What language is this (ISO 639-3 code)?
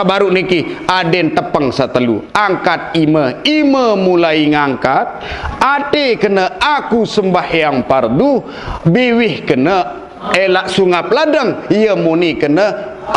sas